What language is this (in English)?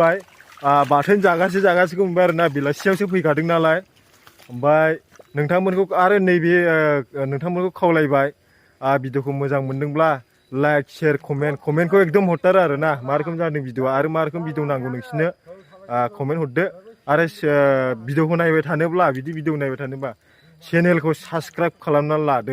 Bodo